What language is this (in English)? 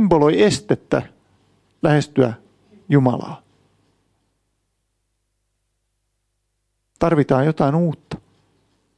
Finnish